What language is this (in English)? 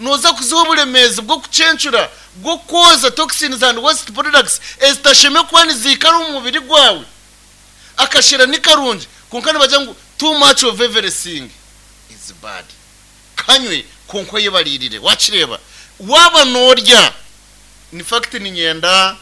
Nyankole